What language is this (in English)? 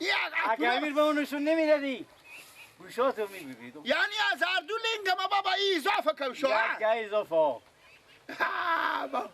Persian